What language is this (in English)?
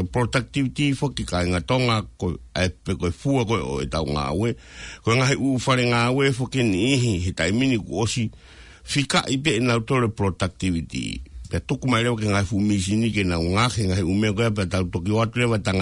Tongan